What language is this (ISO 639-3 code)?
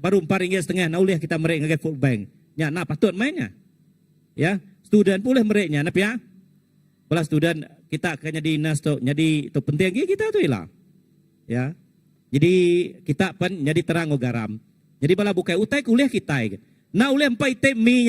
iba